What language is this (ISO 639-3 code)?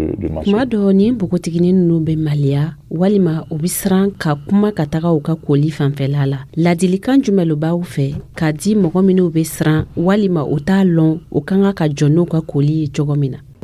dyu